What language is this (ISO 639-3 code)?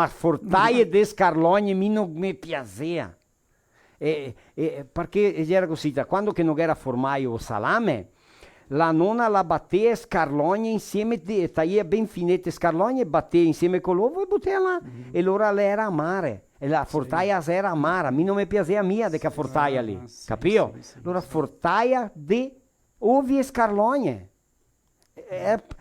vec